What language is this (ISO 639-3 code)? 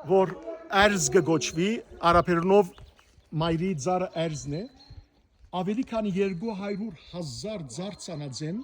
hyw